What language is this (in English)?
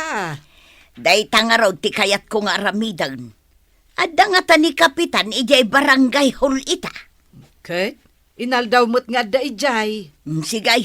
Iloko